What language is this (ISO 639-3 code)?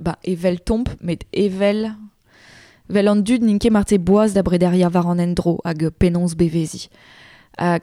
bre